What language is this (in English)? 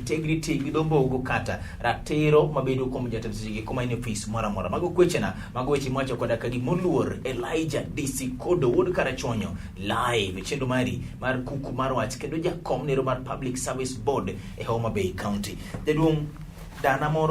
Luo (Kenya and Tanzania)